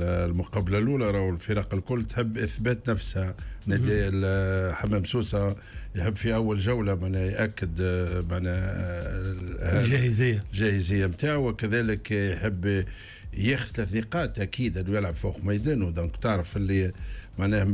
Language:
Tunisian Arabic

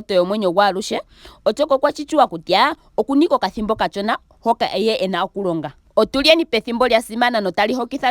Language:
Ndonga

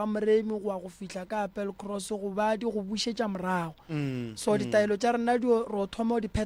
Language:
Northern Sotho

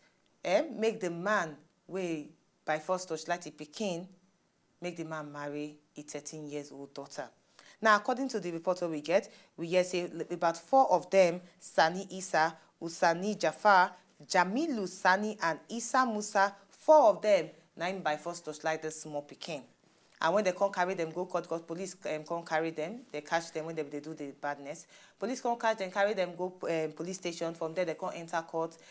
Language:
Nigerian Pidgin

